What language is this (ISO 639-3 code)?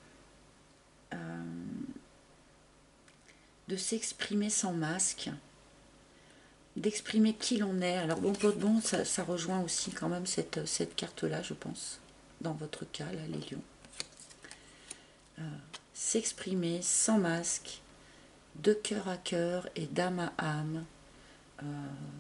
fra